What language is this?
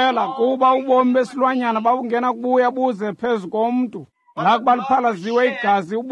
Xhosa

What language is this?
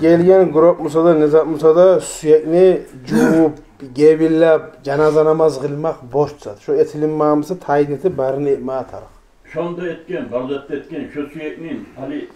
Kumyk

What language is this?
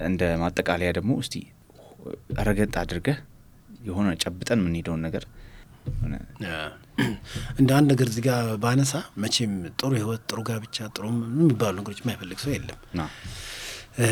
Amharic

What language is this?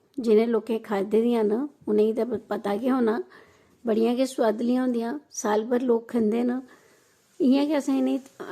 Dogri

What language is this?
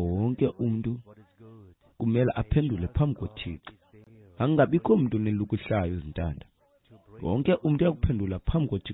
Xhosa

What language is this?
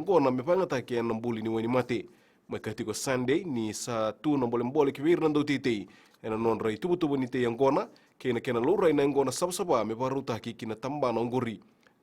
Fijian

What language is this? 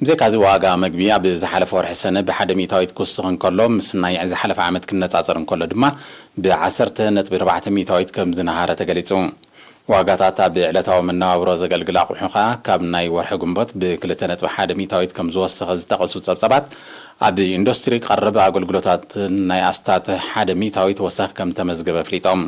Tigrinya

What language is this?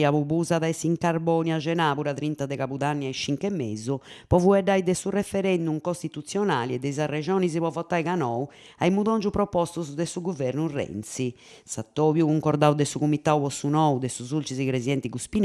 Sardinian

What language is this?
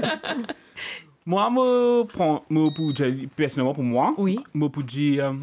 Morisyen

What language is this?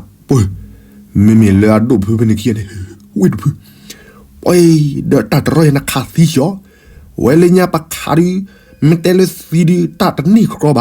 S'gaw Karen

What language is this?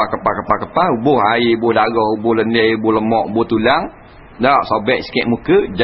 Malay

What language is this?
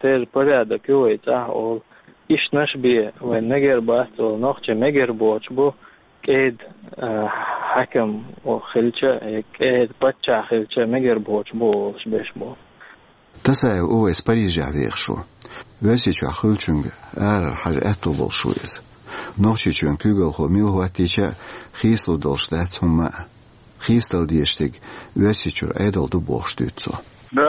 Chechen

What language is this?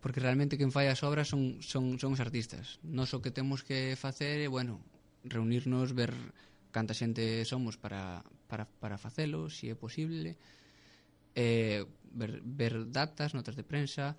Galician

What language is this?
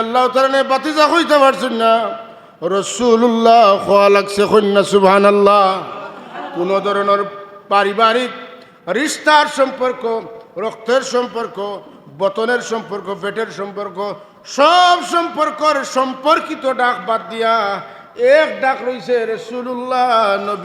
Sylheti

